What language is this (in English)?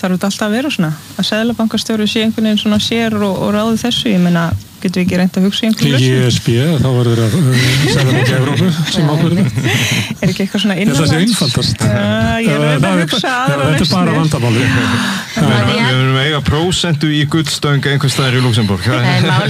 Icelandic